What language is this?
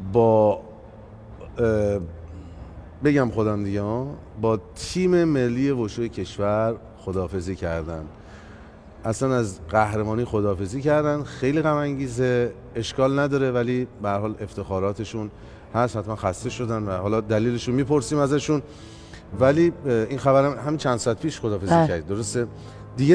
Persian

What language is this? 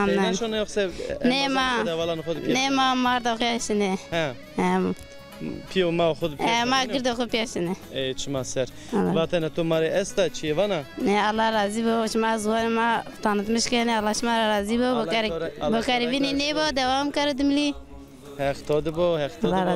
Zaza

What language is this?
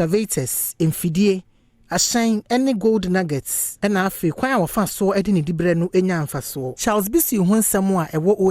Akan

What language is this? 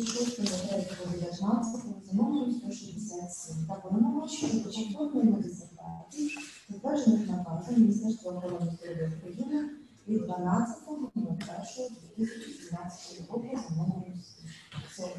Ukrainian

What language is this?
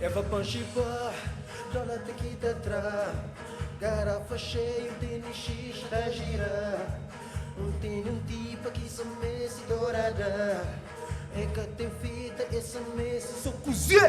Kabuverdianu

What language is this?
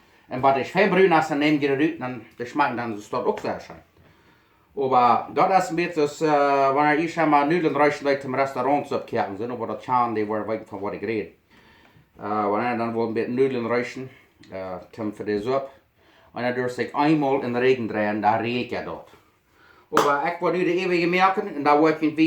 Plautdietsch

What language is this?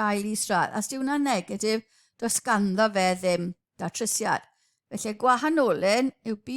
Welsh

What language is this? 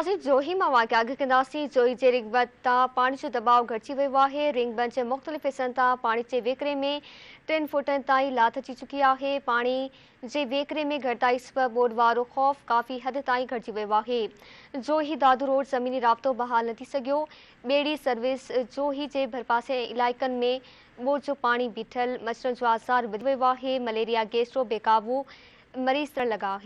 Sindhi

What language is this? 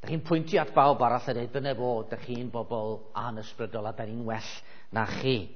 Welsh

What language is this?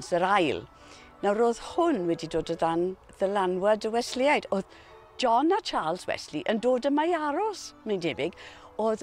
Welsh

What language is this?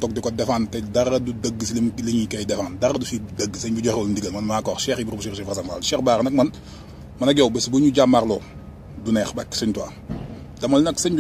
Wolof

